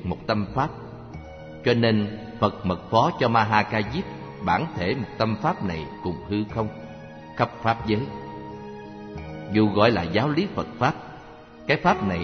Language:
Vietnamese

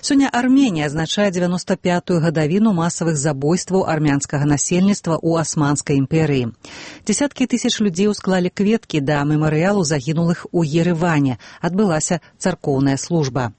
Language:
Belarusian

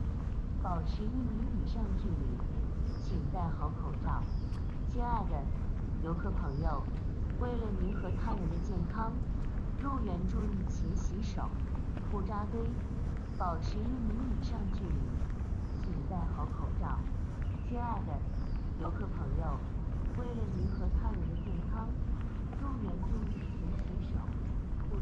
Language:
Chinese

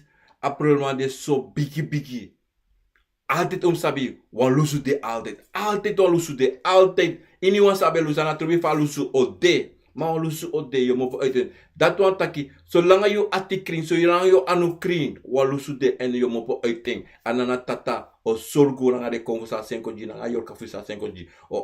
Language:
Sranan Tongo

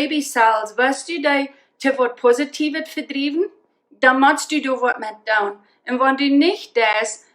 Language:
Plautdietsch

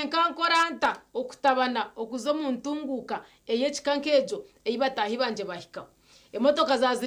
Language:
Nyankole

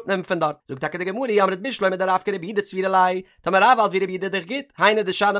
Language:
Yiddish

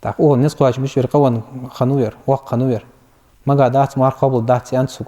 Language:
Ingush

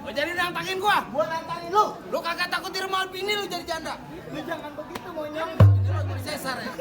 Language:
Betawi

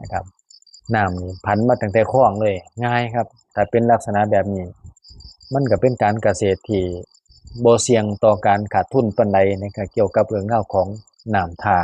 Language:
Lao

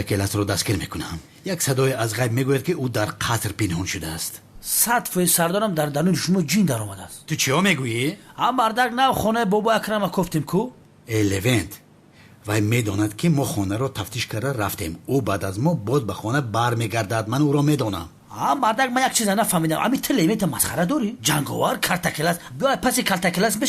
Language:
Tajik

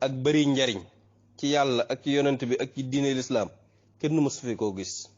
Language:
Wolof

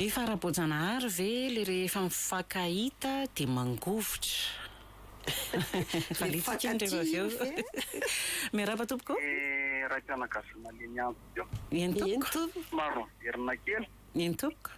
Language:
Malagasy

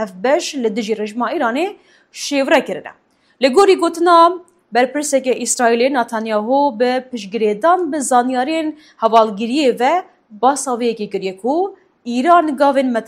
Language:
Kurdish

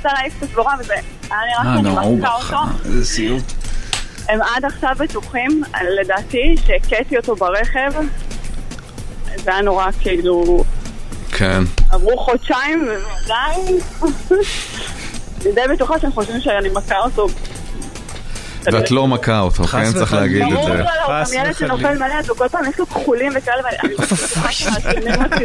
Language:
Hebrew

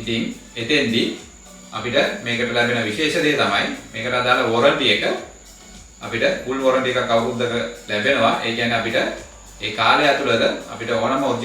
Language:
Sinhala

